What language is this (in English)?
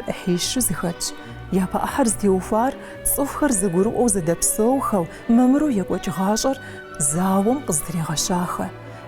Kabardian